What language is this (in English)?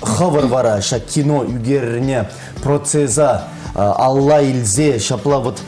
Chuvash